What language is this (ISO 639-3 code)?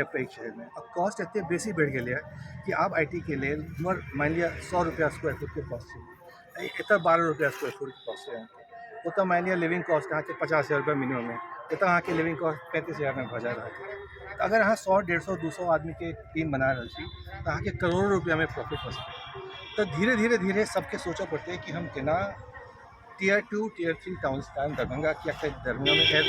mai